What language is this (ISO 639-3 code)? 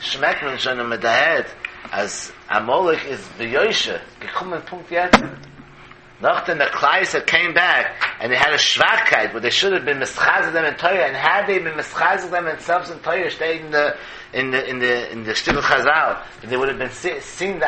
yid